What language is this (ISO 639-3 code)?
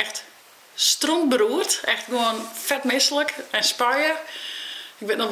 fry